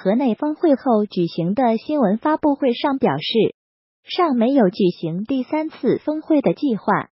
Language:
Chinese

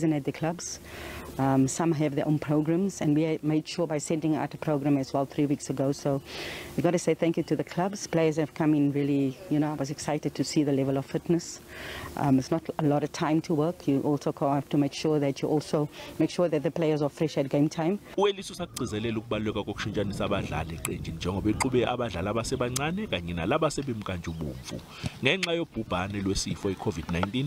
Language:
Zulu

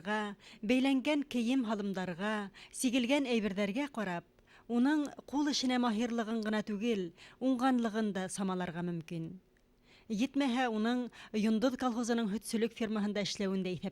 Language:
Bashkir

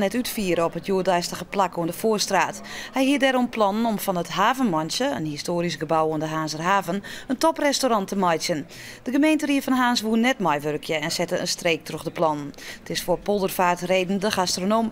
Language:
Western Frisian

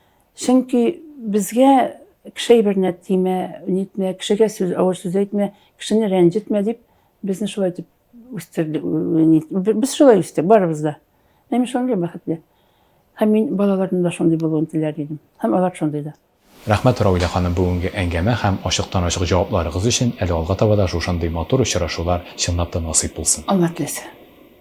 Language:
Tatar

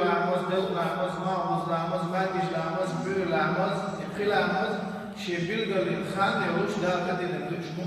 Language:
Chechen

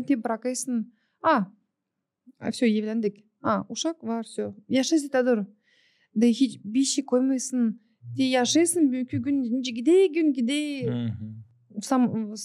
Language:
Gagauz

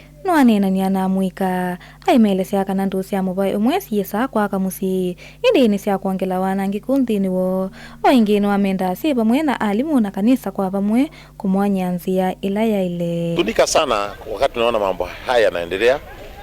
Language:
Kamba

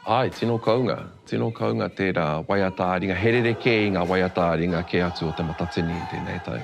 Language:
Māori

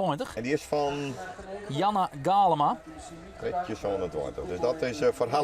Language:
Western Frisian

